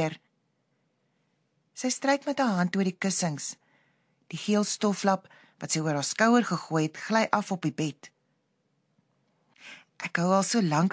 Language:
Afrikaans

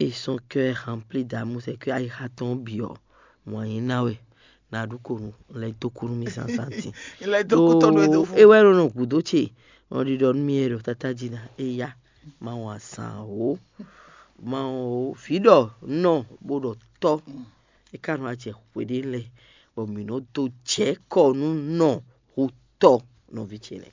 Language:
Fon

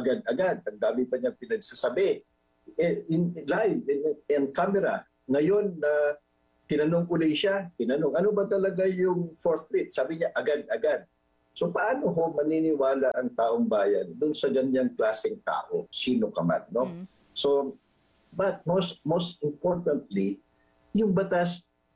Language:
Filipino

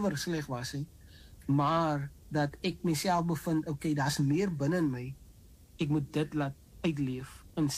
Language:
Afrikaans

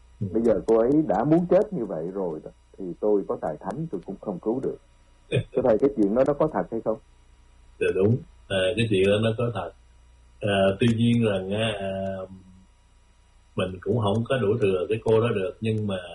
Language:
Vietnamese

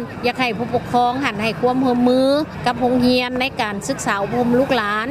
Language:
Lao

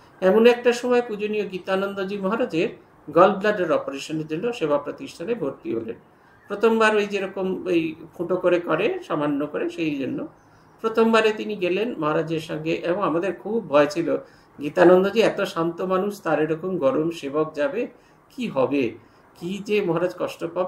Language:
Bangla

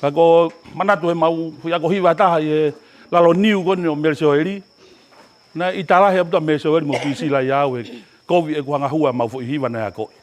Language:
Tongan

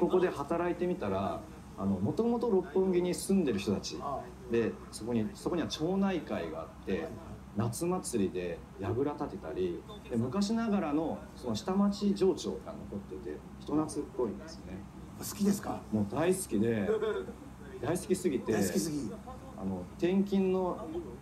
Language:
Japanese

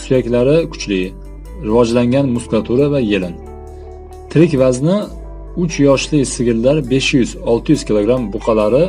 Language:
Uzbek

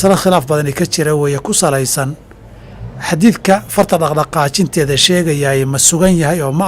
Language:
Somali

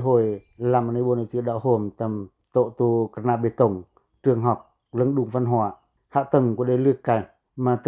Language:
Pacoh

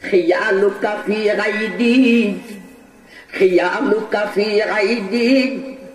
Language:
Bangla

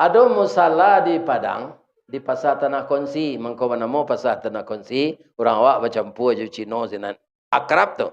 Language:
Minangkabau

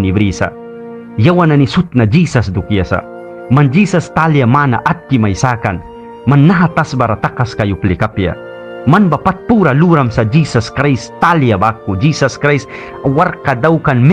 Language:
Mískito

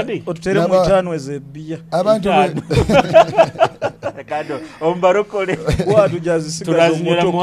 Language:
Nyoro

